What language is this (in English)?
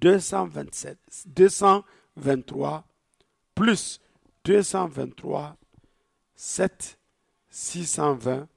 Zarma